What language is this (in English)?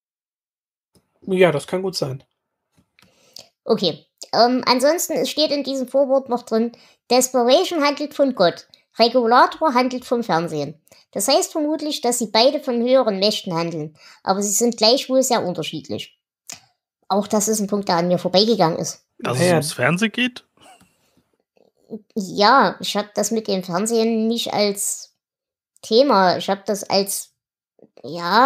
German